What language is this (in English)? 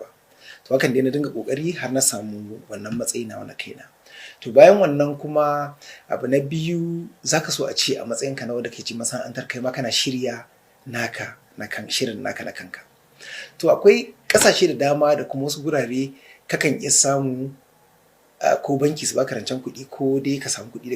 Hausa